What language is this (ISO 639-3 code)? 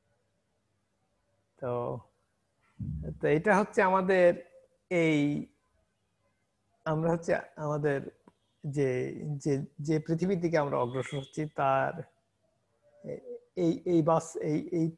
ben